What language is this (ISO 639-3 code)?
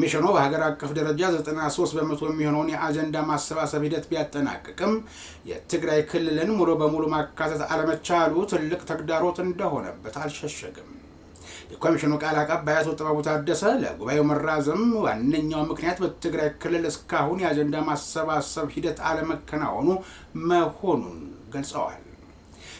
amh